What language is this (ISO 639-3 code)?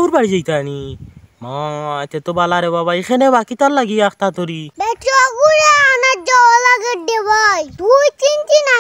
syl